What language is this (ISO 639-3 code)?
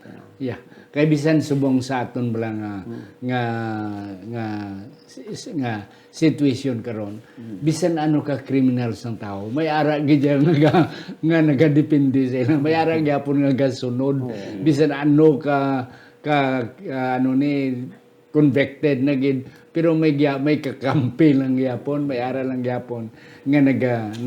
hil